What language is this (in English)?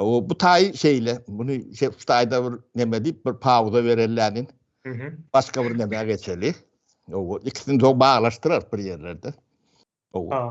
Turkmen